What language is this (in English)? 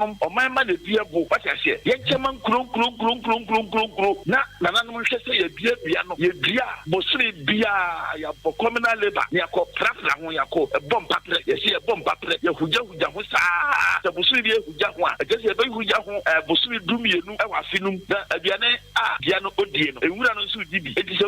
Akan